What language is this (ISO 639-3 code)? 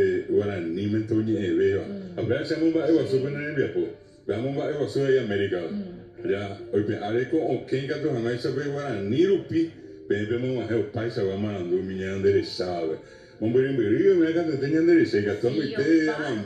grn